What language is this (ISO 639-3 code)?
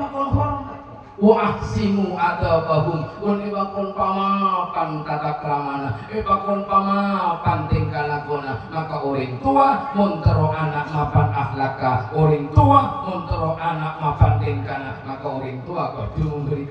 mad